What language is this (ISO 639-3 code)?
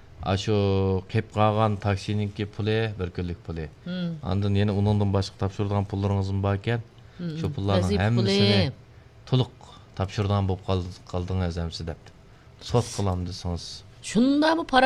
uig